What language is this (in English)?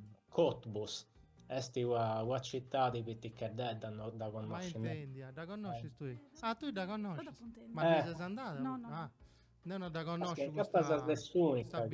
Sardinian